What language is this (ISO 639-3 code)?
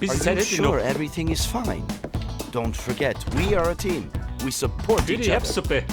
bar